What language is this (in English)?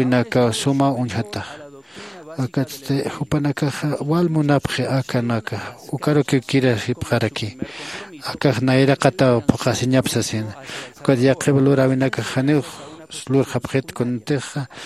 Aymara